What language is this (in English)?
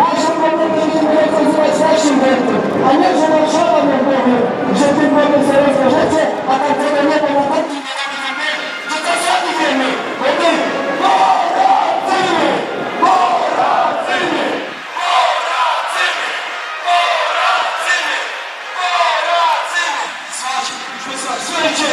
Silesian